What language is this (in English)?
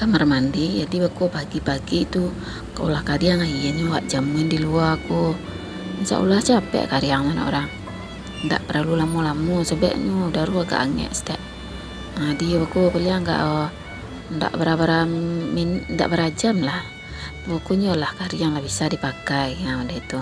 Minangkabau